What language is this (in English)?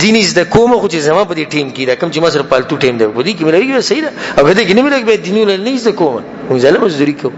Pashto